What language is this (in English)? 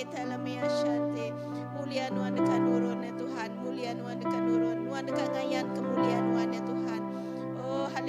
Iban